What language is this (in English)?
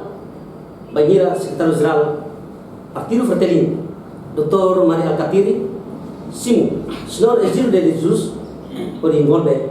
Tetum